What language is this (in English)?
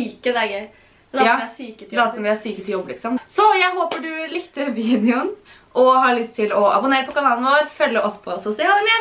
Norwegian